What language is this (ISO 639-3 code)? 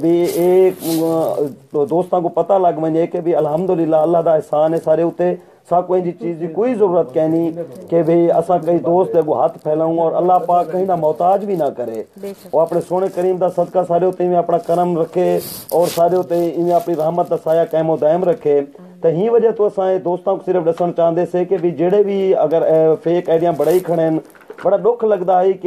skr